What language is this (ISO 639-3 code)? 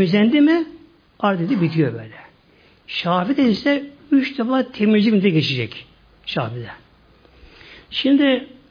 tur